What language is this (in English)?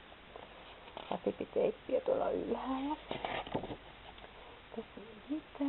Finnish